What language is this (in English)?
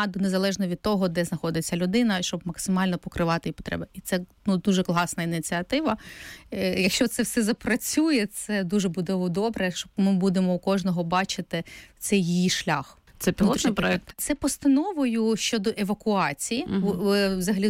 Ukrainian